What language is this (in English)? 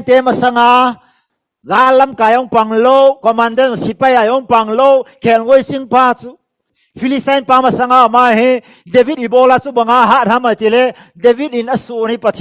Tedim Chin